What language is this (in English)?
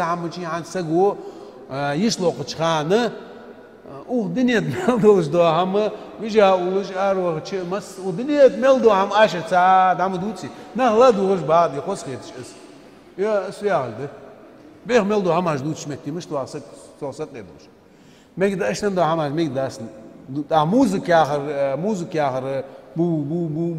Ingush